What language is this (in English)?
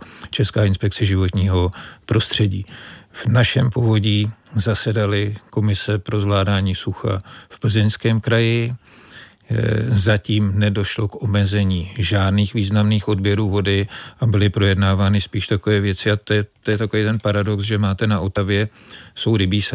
Czech